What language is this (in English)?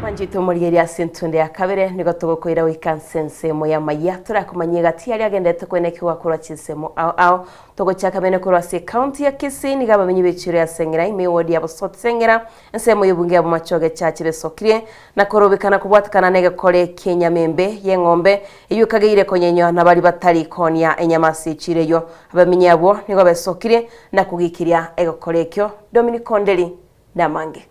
Gusii